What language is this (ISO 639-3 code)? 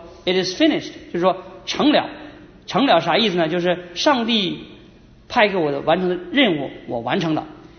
zho